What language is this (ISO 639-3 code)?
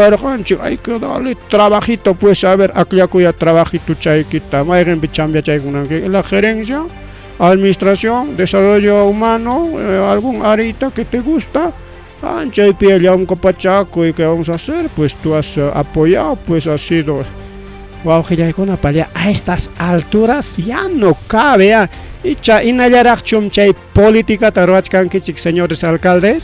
quy